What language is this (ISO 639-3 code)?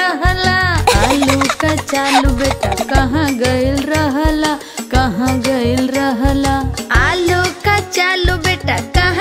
bho